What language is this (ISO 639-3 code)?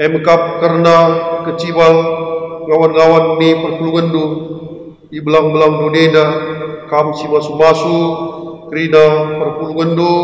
btx